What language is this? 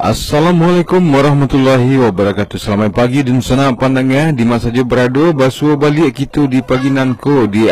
Minangkabau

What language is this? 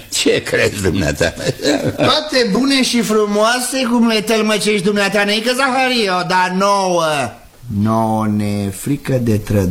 Romanian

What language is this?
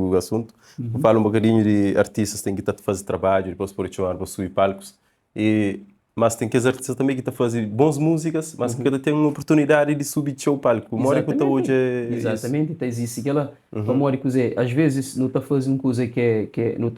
Kabuverdianu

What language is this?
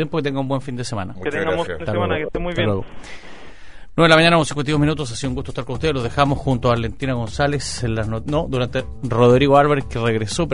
Spanish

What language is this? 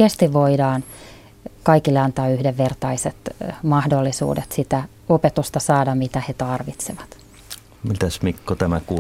Finnish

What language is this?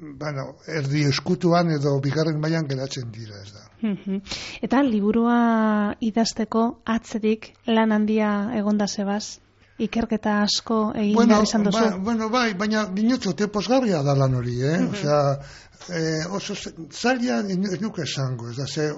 Basque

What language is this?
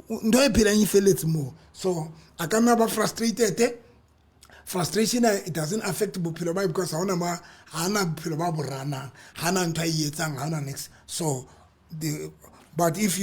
Southern Sotho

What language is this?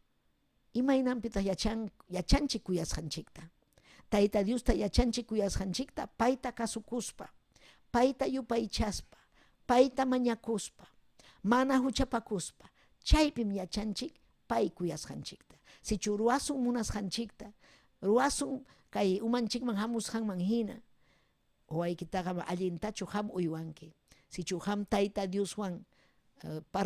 Ayacucho Quechua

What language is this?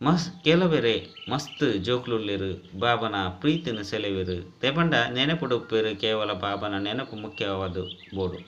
Tulu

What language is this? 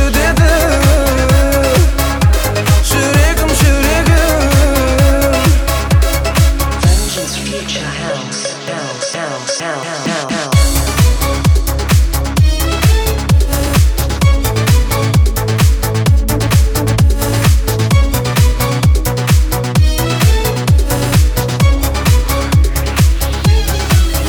Kazakh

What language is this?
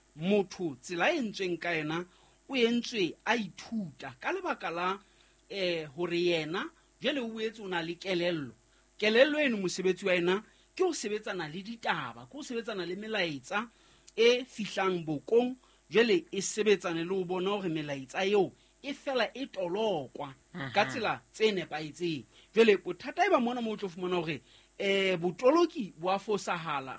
Southern Sotho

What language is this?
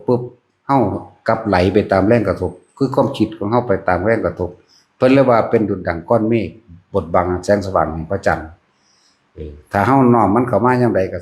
Northeastern Thai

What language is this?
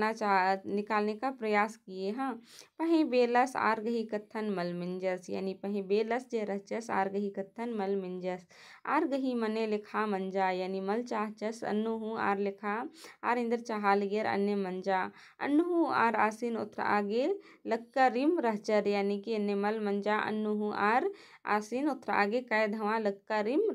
Kurukh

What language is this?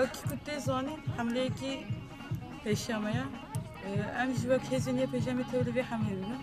Kurdish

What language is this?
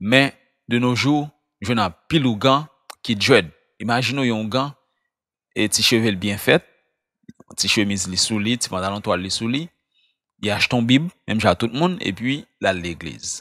Haitian Creole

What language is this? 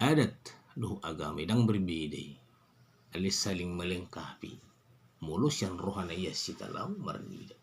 Batak Toba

